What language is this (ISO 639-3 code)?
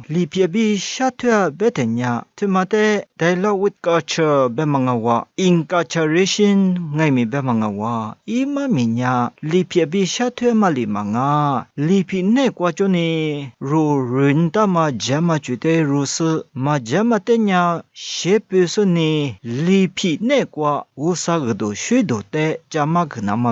lis